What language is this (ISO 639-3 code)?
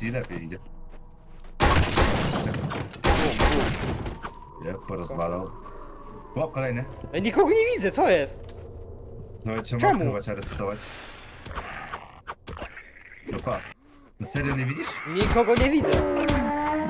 pol